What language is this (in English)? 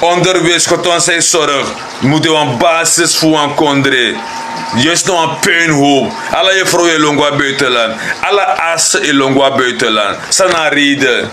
Sranan Tongo